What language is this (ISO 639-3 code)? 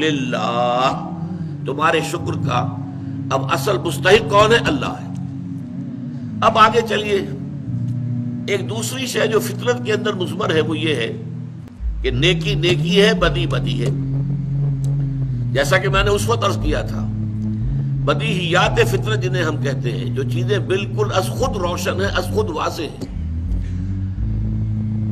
urd